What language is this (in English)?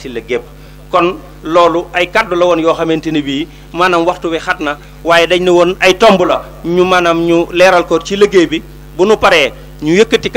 Wolof